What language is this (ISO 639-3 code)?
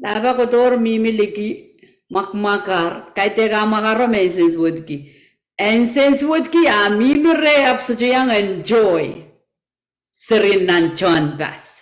pon